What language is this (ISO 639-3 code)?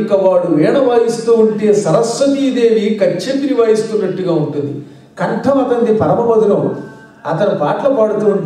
tel